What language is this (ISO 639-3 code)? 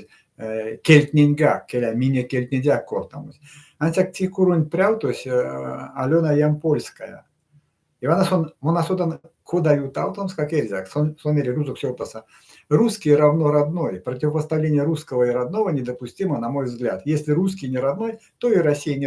myv